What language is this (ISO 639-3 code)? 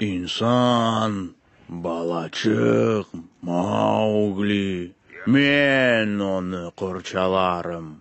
crh